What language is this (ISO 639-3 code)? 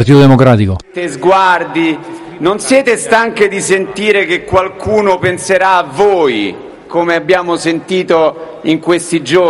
ita